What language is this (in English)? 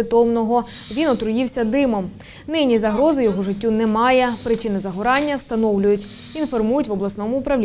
Ukrainian